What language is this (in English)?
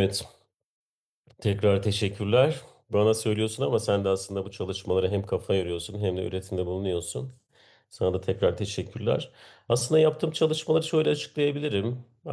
Turkish